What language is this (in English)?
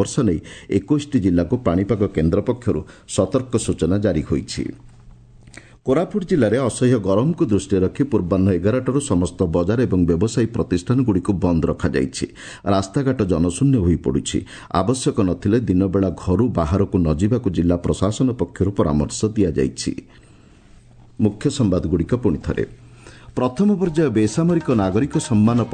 Odia